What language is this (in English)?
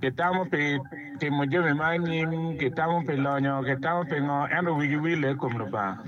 Acoli